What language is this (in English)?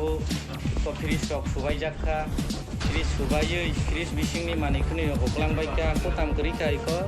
Kok Borok